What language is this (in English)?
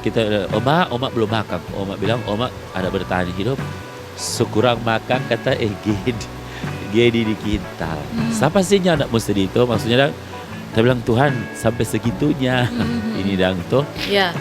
Manado Malay